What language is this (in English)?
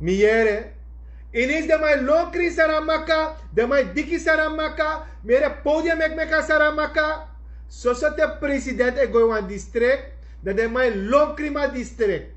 Sranan Tongo